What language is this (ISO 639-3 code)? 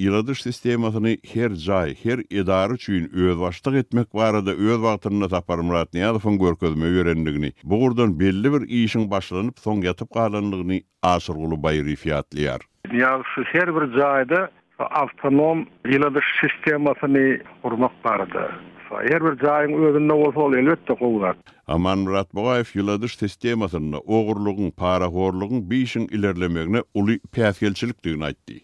tuk